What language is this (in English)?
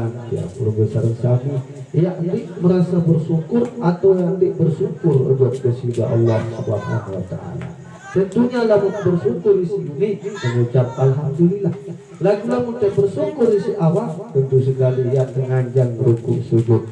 Sasak